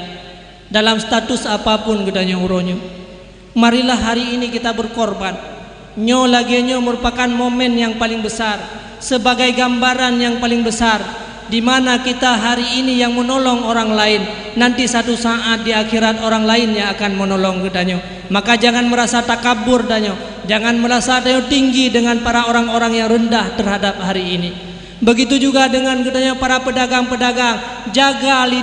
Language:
Achinese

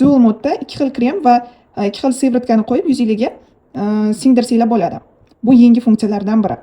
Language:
Uzbek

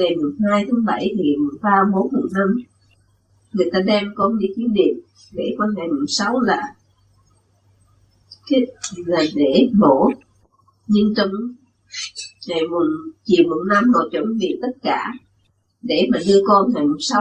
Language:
Vietnamese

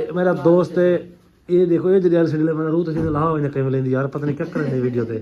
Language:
Saraiki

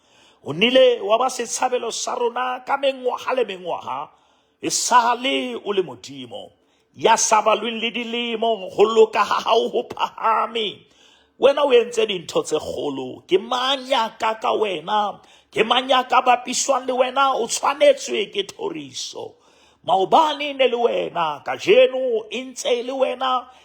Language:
Southern Sotho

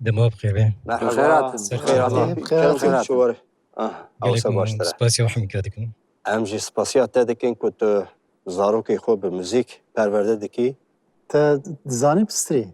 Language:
Kurdish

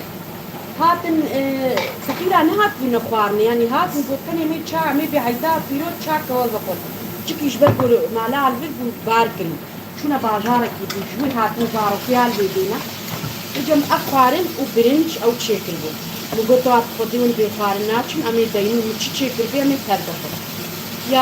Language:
Kurdish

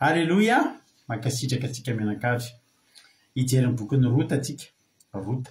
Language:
Malagasy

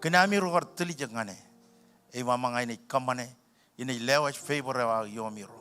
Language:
Marshallese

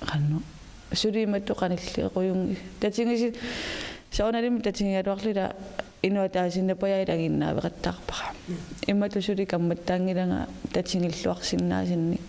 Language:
Kalaallisut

